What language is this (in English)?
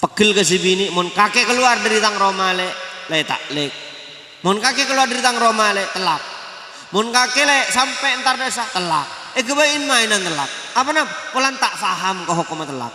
Madurese